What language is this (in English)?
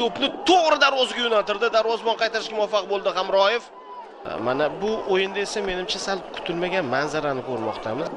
Uzbek